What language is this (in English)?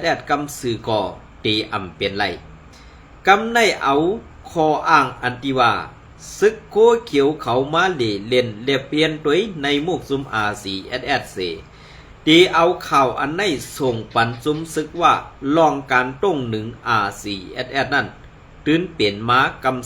Shan